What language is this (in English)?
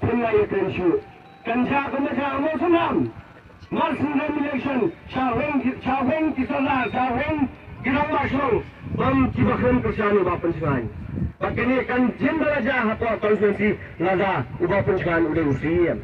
Khasi